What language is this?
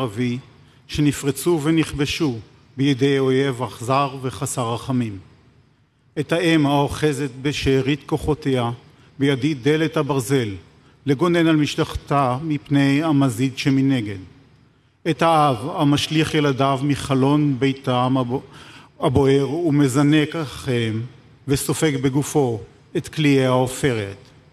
Hebrew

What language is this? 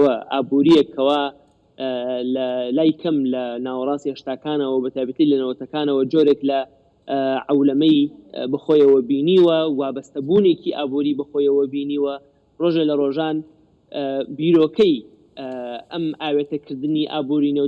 Central Kurdish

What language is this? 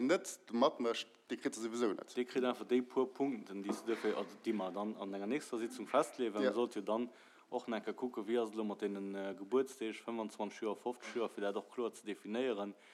Luxembourgish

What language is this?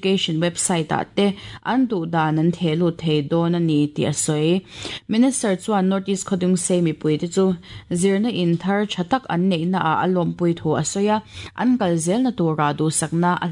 Mizo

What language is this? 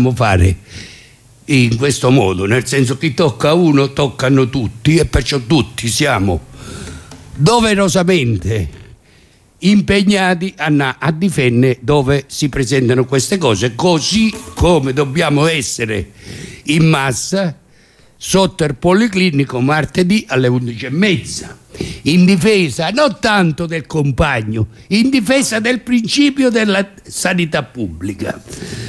Italian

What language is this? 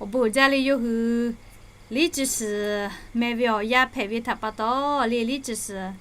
Lahu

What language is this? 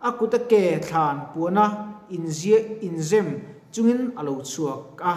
Mizo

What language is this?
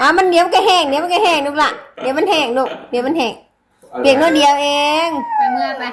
Northeastern Thai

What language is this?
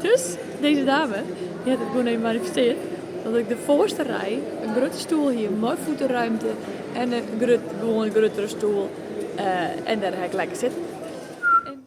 Western Frisian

